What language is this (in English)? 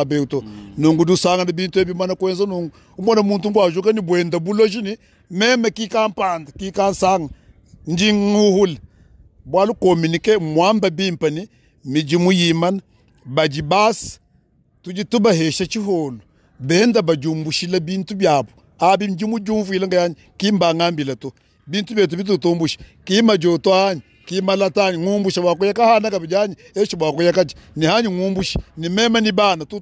Luba-Lulua